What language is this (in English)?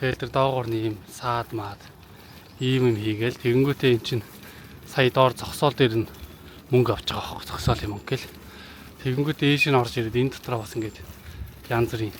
Mongolian